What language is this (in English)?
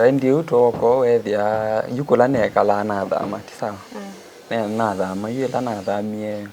Kamba